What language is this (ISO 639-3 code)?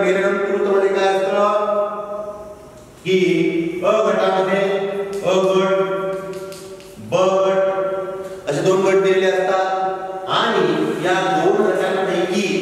mar